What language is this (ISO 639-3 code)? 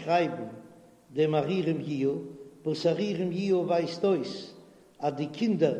yid